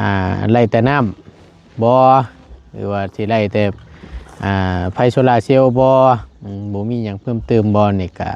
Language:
Lao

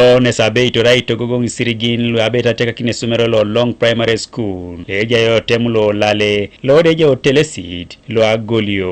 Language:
Teso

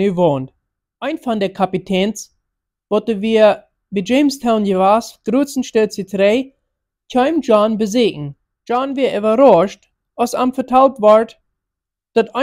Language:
Plautdietsch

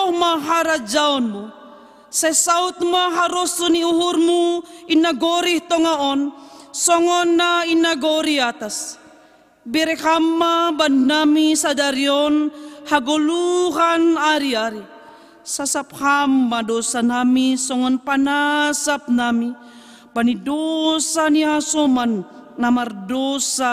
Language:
Batak Simalungun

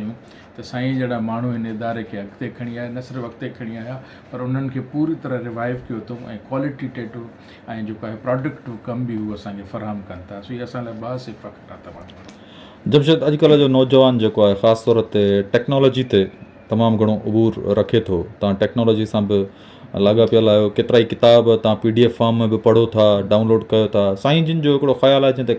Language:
Sindhi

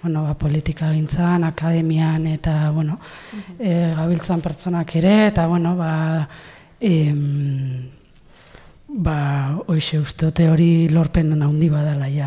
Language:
Basque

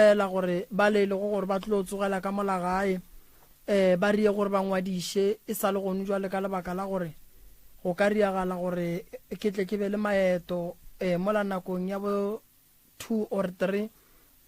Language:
Northern Sotho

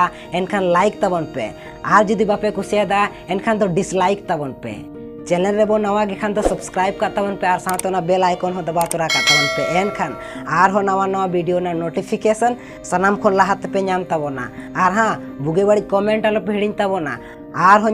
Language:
Santali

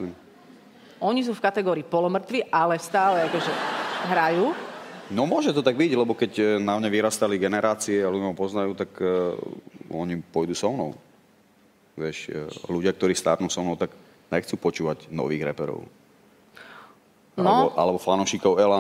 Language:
Slovak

